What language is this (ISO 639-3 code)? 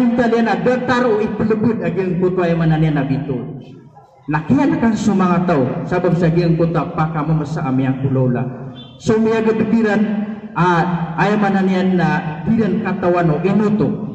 mrw